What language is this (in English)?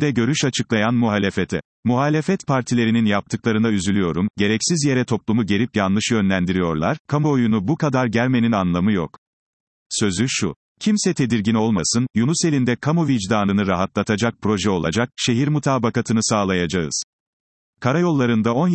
Turkish